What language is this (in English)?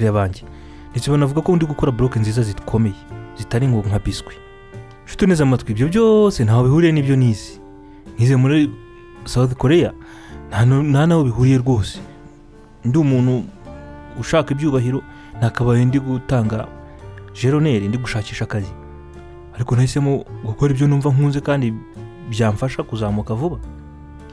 Kinyarwanda